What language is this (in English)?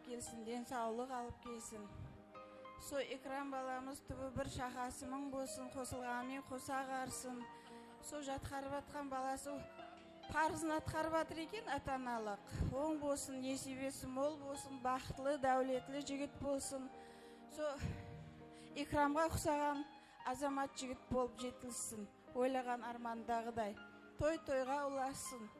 Kara-Kalpak